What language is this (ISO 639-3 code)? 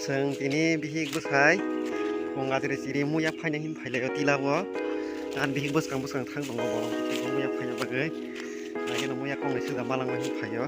trp